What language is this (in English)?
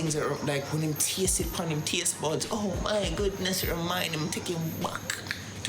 Jamaican Creole English